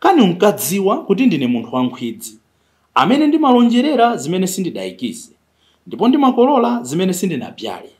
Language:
Nyanja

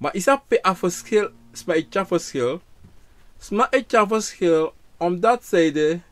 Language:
Sranan Tongo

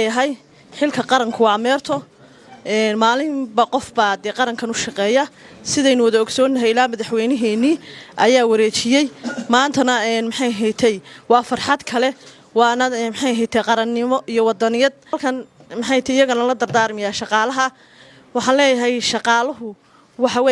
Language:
Somali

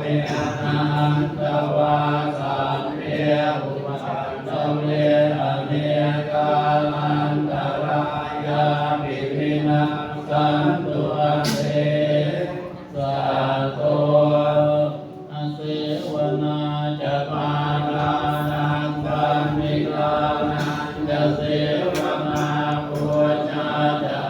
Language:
Pali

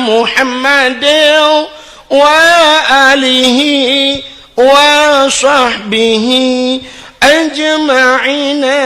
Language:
Achinese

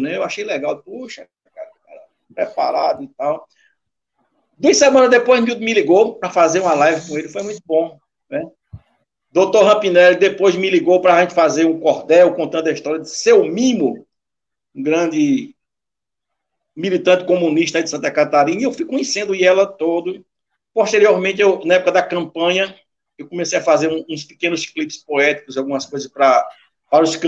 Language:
Portuguese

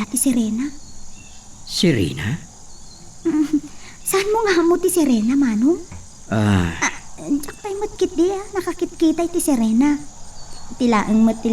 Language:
Iloko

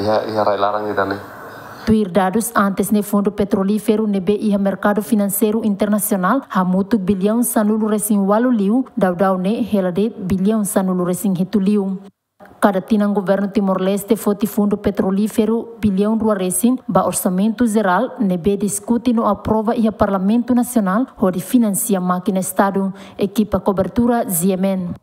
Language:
Tetum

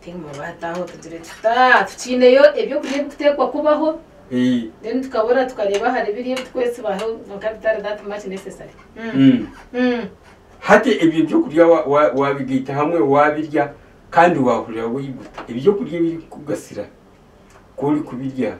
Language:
Nyankole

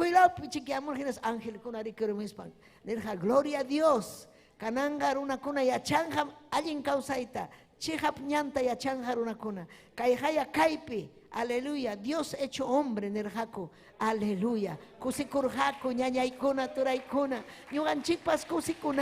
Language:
Ayacucho Quechua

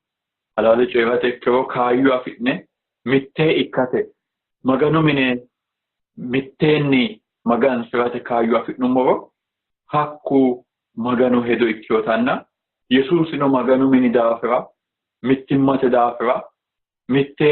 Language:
Sidamo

